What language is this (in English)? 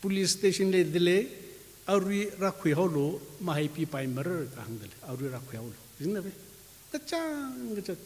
Tangkhul Naga (India)